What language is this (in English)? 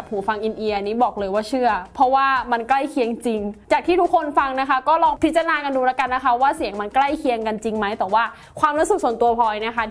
Thai